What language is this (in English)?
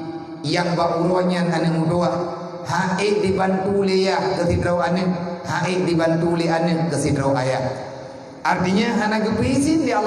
Achinese